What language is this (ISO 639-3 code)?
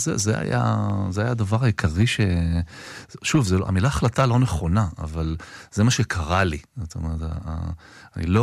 heb